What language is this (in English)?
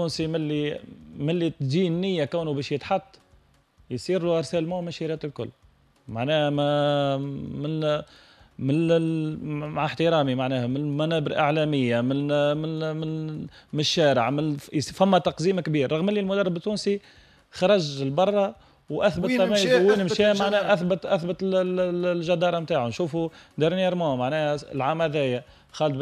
Tunisian Arabic